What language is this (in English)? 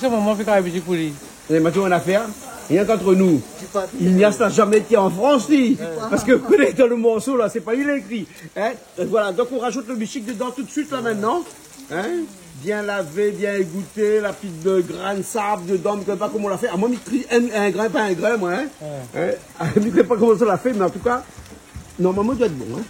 Réunion Creole French